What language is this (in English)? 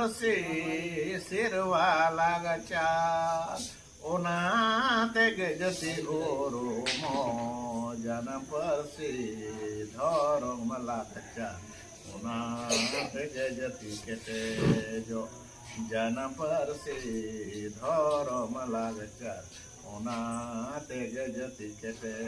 Santali